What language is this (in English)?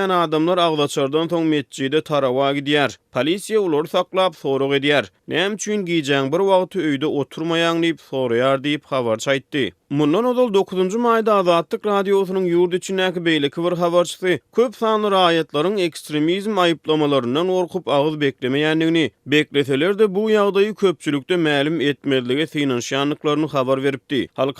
Turkmen